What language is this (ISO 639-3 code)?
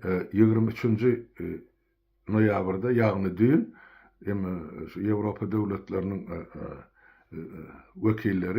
tuk